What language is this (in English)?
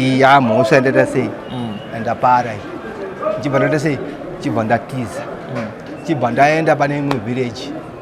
Shona